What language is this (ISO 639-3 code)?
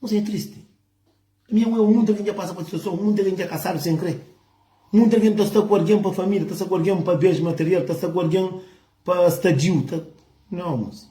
kea